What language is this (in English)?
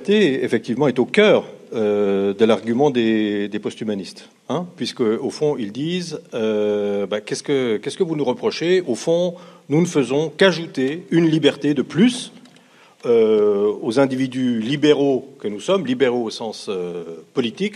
French